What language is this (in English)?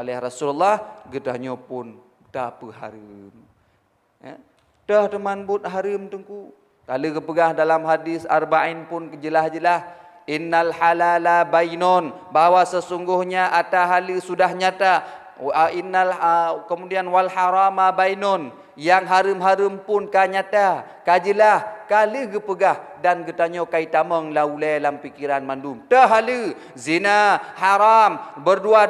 Achinese